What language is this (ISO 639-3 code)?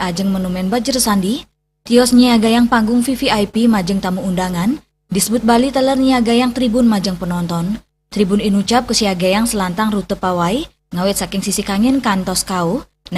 ban